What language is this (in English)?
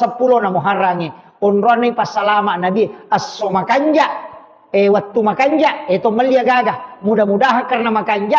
Buginese